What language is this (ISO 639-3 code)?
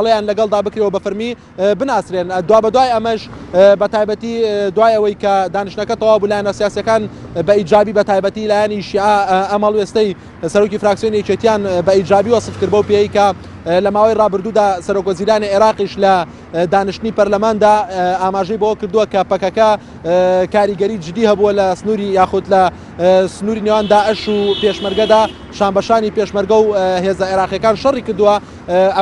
ckb